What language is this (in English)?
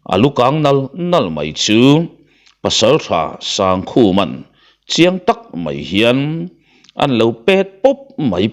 Mizo